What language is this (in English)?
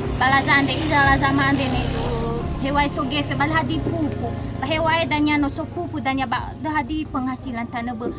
Nias